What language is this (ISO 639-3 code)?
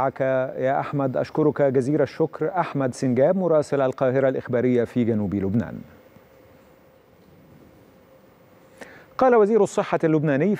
ara